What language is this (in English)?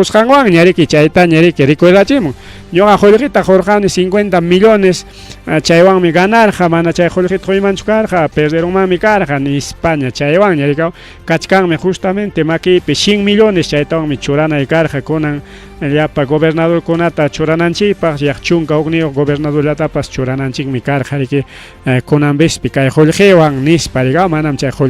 Ayacucho Quechua